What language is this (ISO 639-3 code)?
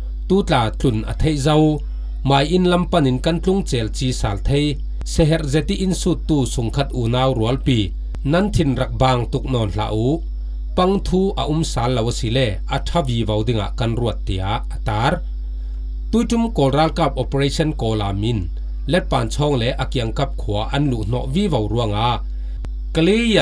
cfm